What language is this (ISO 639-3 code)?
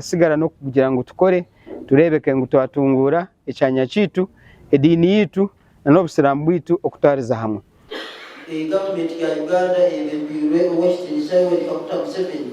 nyn